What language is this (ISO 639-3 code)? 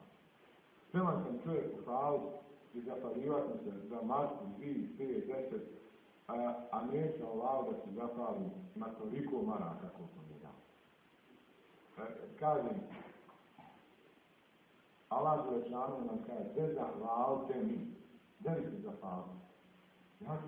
bos